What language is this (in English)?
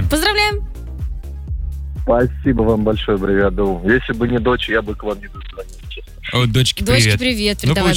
Russian